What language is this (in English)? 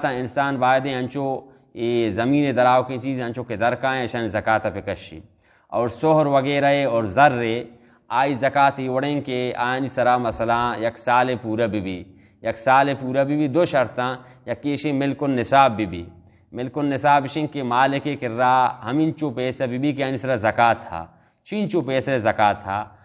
Baluchi